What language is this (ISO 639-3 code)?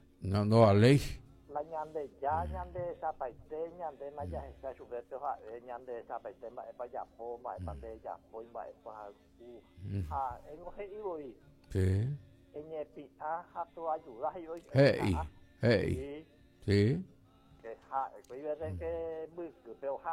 grn